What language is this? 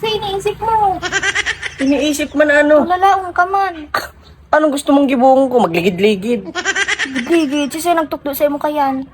Bikol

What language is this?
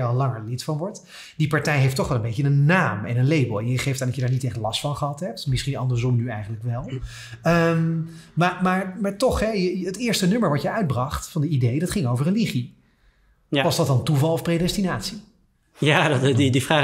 Dutch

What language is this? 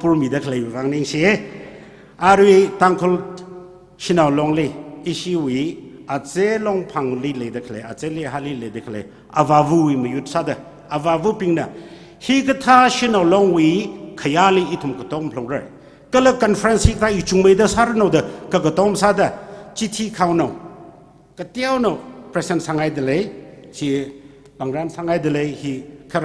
Tangkhul Naga (India)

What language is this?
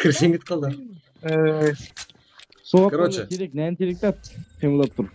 Kara-Kalpak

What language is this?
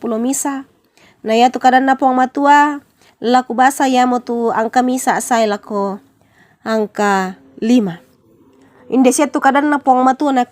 Toraja-Sa'dan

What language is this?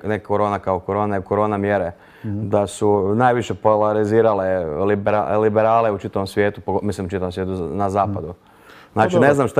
Croatian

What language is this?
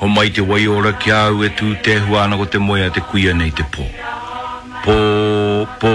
Māori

